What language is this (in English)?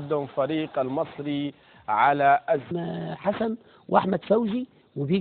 Egyptian Arabic